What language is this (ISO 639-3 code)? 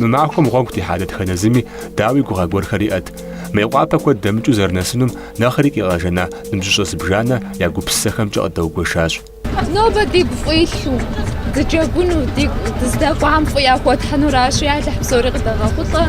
kbd